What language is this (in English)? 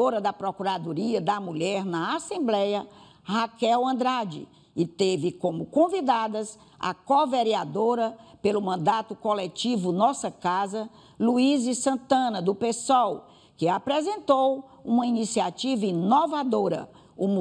Portuguese